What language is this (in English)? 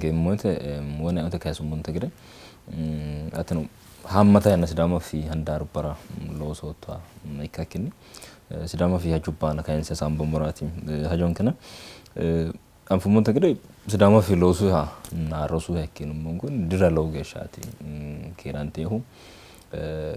Sidamo